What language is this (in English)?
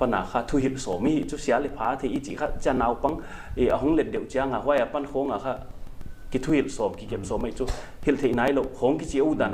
Paite Chin